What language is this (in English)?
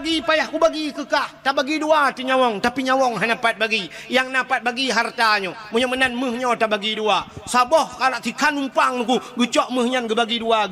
Achinese